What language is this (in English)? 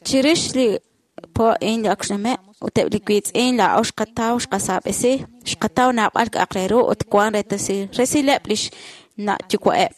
Kekchí